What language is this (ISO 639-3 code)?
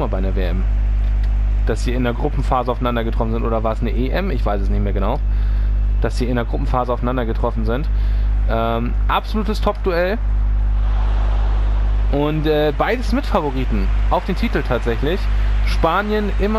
deu